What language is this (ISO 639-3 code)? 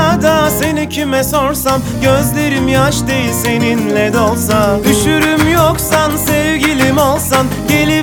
tur